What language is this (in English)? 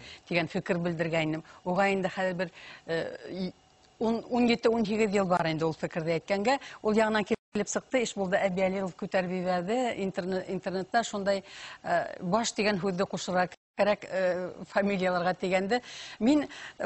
Bashkir